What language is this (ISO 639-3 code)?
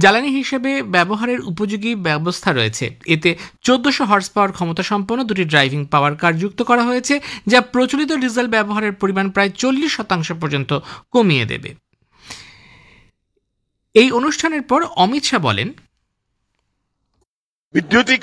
ben